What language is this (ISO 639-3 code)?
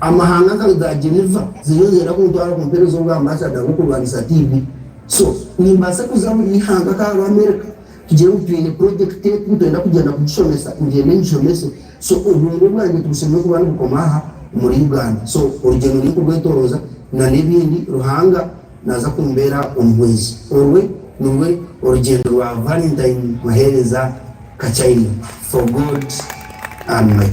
nyn